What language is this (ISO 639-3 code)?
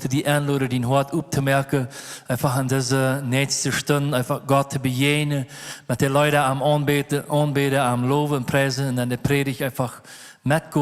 pdt